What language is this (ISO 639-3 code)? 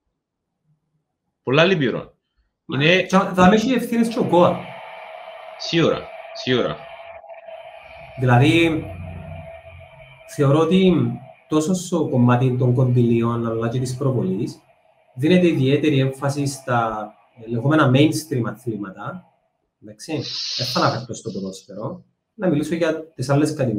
ell